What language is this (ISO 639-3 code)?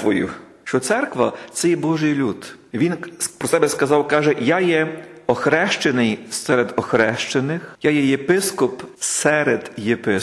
ukr